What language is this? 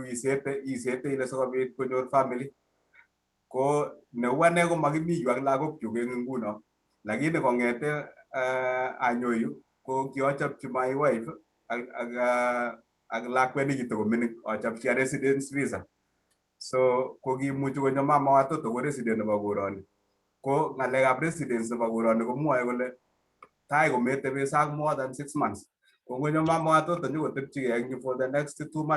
Kalenjin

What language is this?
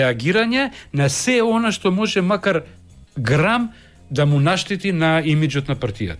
Macedonian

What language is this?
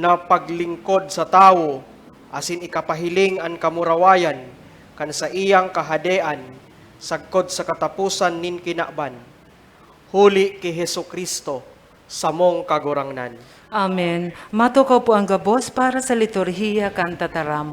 Bikol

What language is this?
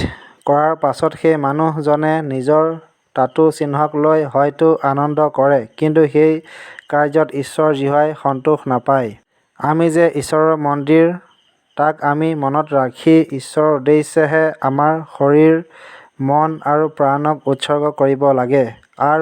Assamese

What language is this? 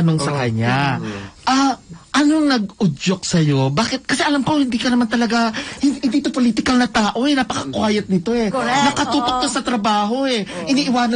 Filipino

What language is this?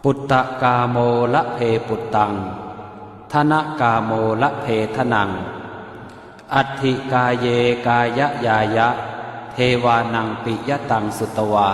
Pali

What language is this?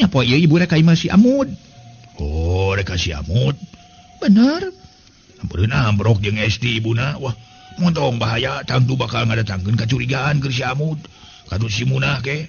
Sundanese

